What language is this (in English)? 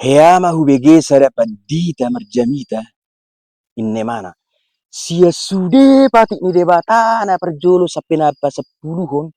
Batak Toba